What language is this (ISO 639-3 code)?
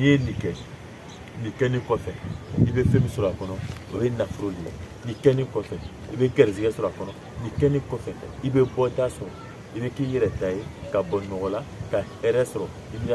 bam